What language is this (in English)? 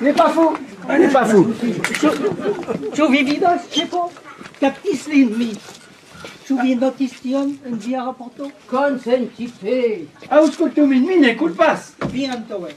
Esperanto